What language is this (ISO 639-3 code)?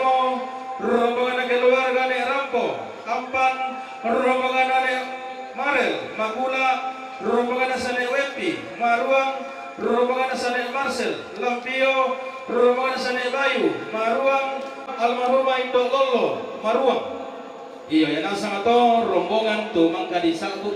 sda